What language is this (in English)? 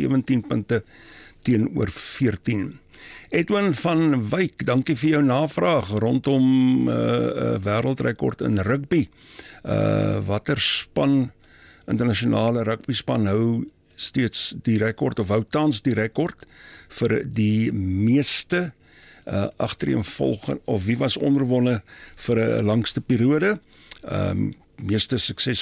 Afrikaans